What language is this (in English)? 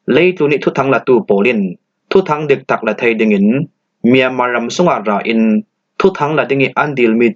Falam Chin